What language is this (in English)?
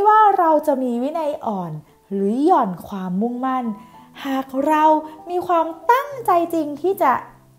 Thai